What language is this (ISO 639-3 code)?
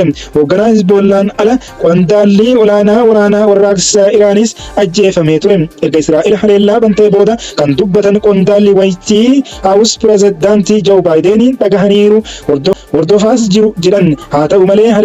orm